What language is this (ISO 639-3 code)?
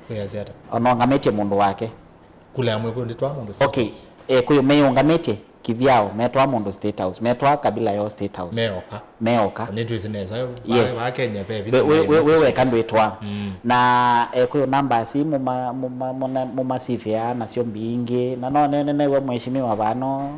kam